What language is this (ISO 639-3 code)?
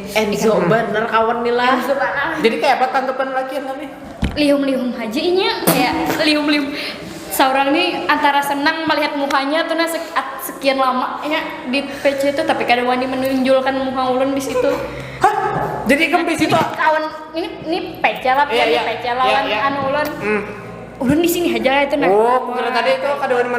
bjn